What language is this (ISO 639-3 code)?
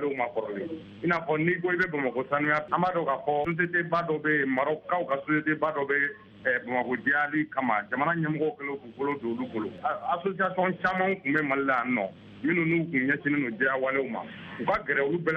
bam